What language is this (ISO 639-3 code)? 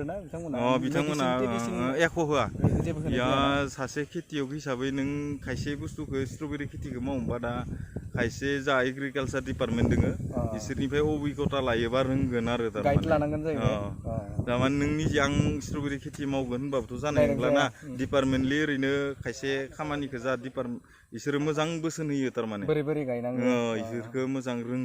brx